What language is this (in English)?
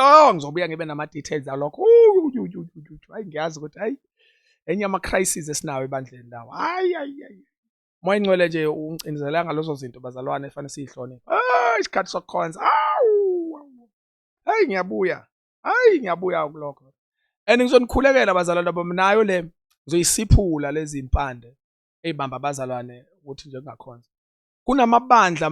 Zulu